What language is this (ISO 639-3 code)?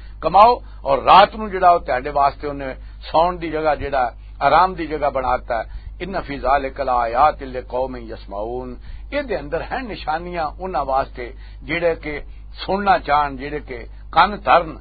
lah